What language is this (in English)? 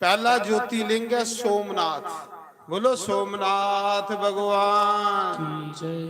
Dogri